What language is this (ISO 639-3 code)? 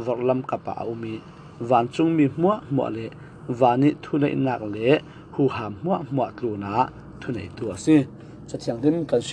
cfm